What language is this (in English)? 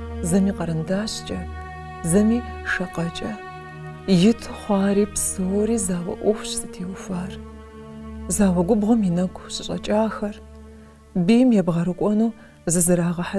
Kabardian